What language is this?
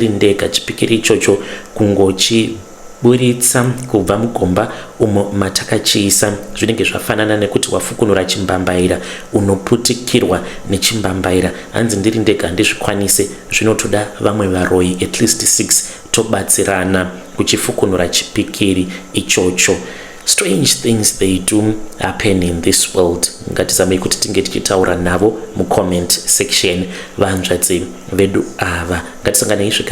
Shona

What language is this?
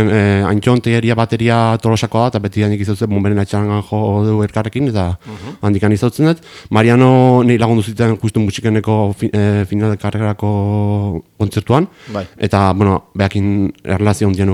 Basque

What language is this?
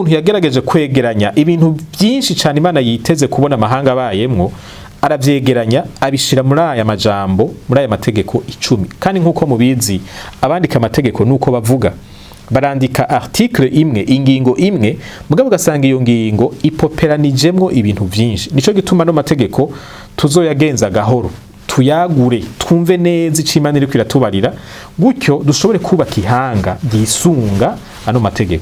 Rundi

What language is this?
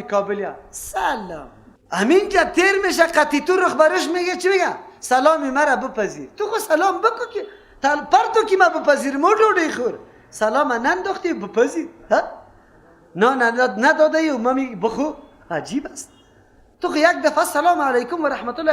Persian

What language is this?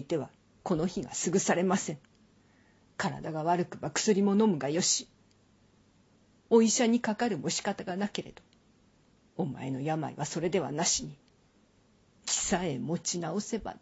Japanese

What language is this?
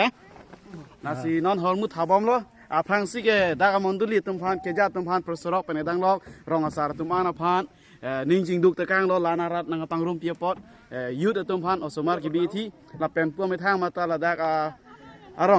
Karbi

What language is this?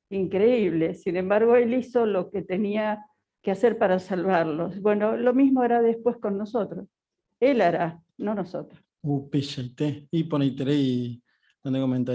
Guarani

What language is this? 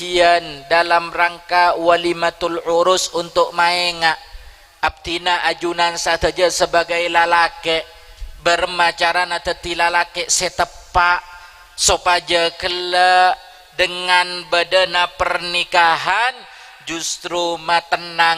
Madurese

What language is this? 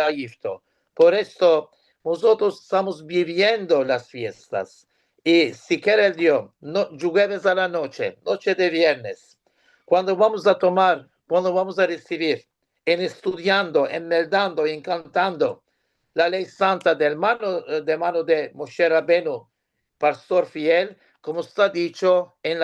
Ladino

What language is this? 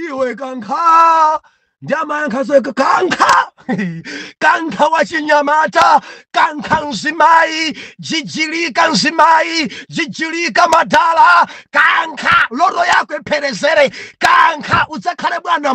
Nyanja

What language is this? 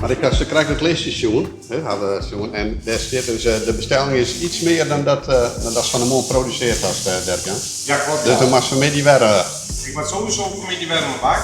Western Frisian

